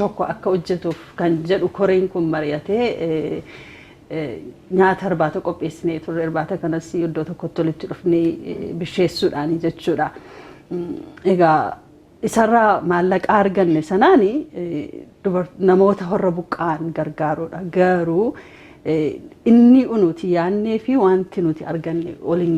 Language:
Oromo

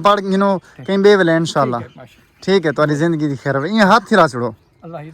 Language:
Saraiki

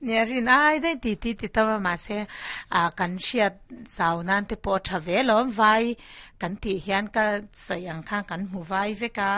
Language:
Mizo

